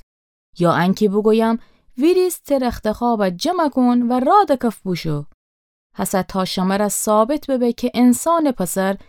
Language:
Gilaki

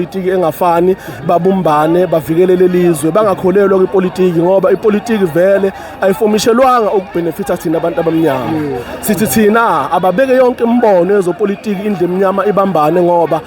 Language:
Zulu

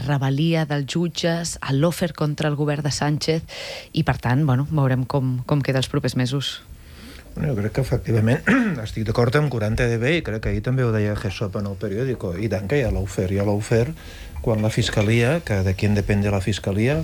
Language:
Catalan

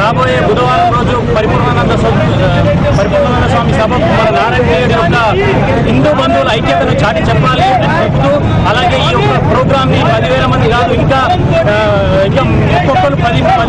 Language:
Telugu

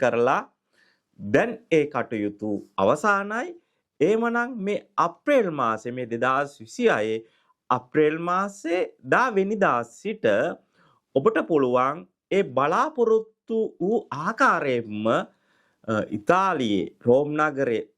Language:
Sinhala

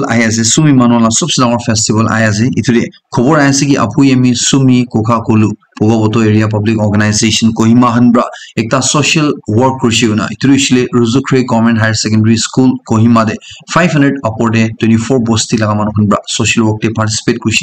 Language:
Naga Pidgin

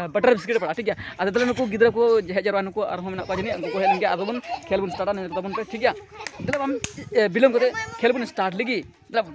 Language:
Santali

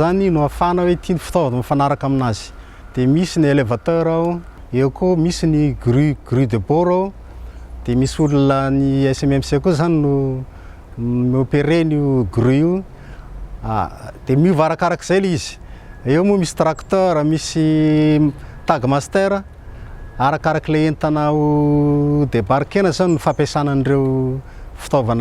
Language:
Malagasy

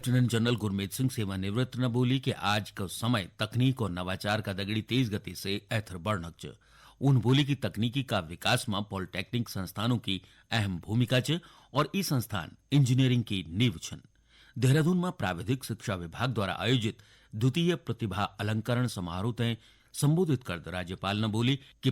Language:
Garhwali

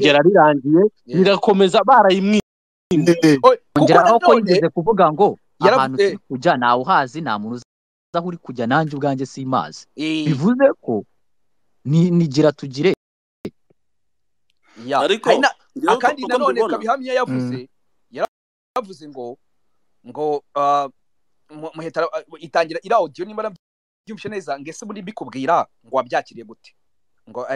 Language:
Kinyarwanda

